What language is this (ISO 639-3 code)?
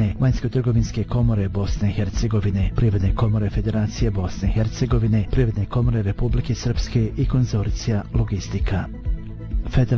bos